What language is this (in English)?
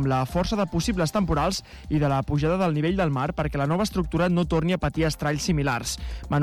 Catalan